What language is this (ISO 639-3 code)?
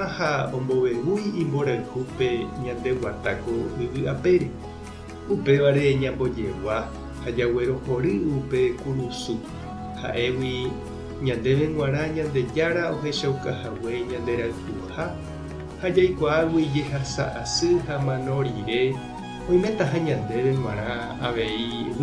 grn